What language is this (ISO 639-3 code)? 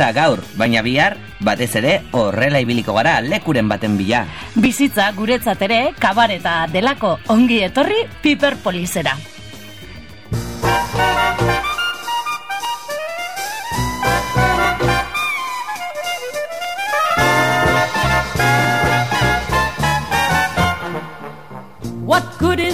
eus